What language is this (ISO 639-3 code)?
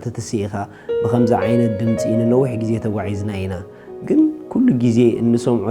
tir